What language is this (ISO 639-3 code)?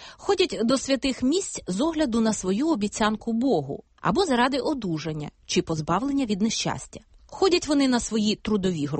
ukr